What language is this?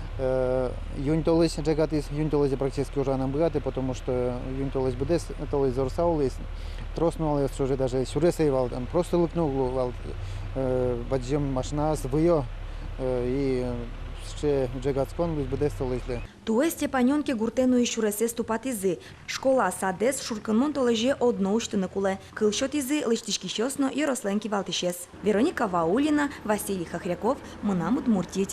Udmurt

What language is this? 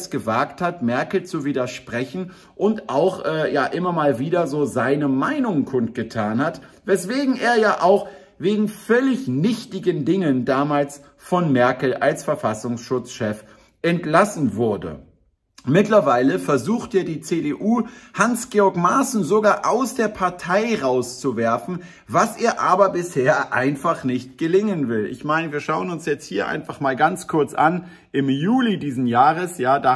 German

